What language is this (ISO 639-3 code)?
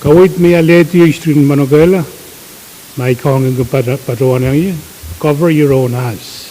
pon